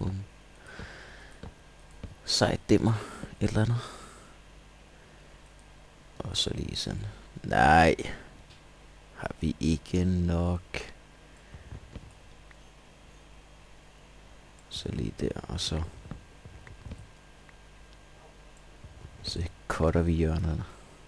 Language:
Danish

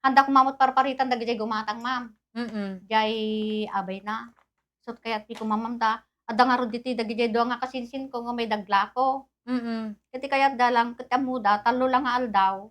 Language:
Iloko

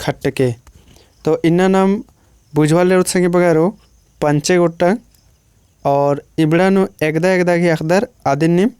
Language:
Kurukh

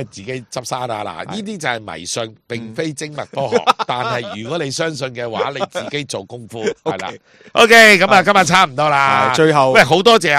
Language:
Cantonese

